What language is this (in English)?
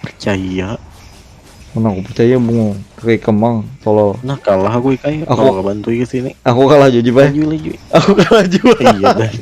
Banjar